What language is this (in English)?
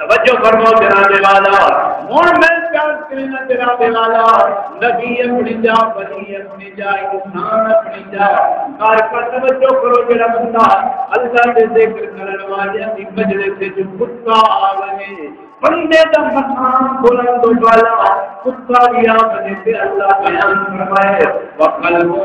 Saraiki